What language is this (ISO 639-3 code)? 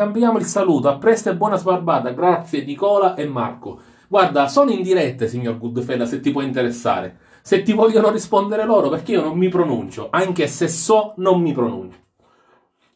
ita